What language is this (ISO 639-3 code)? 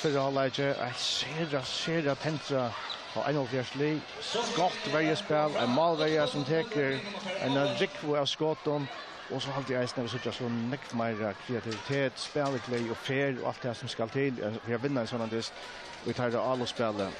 fao